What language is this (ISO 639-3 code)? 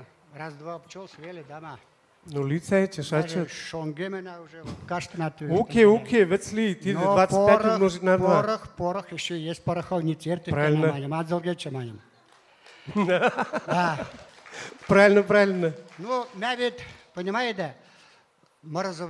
mrj